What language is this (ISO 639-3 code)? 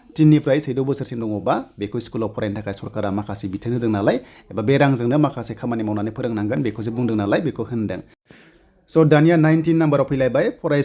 brx